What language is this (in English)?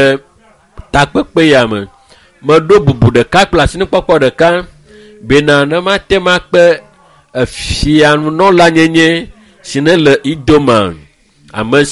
Ewe